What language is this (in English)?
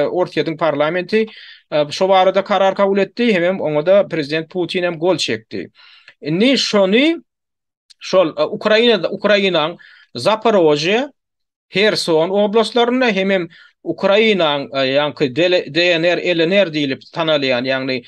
Turkmen